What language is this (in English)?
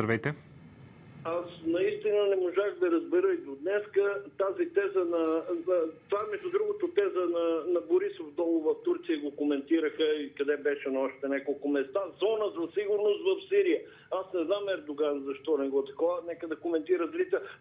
Bulgarian